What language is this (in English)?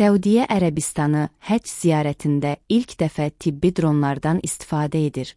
Azerbaijani